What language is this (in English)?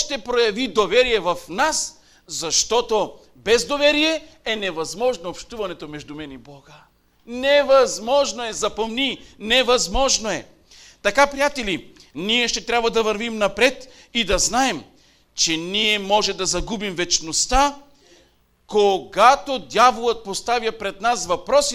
Bulgarian